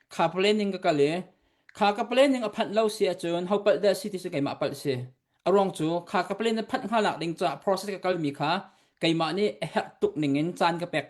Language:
Hakha Chin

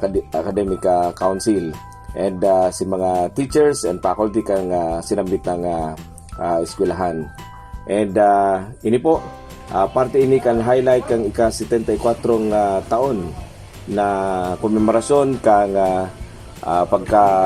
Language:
Bikol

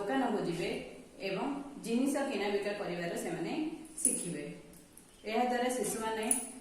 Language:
Odia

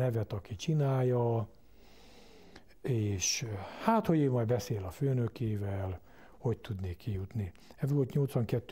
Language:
Hungarian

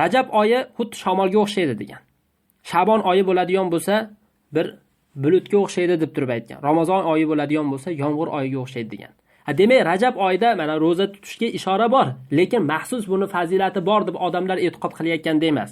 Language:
Uzbek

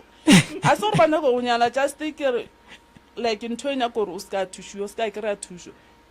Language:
Northern Sotho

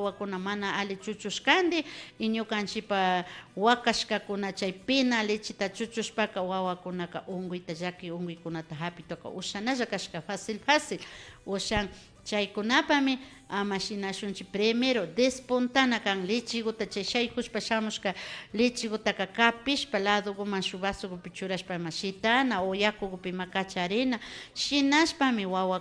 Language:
Imbabura Highland Quichua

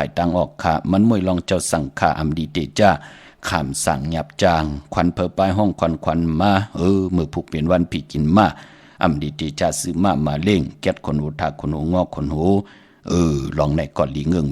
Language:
Shan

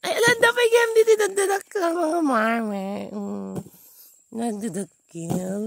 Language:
Iloko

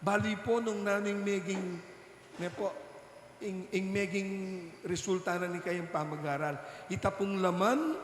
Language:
Pampanga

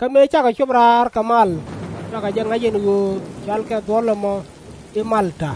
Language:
Nuer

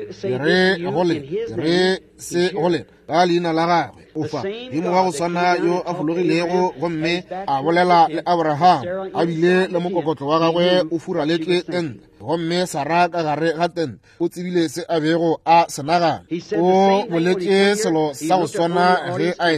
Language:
Northern Sotho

